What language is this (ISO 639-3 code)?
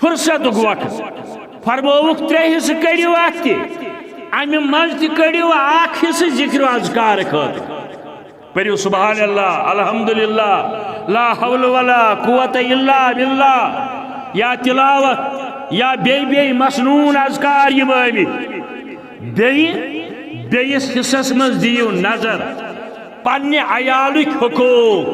kas